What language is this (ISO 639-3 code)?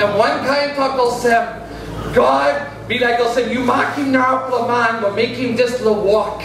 tpi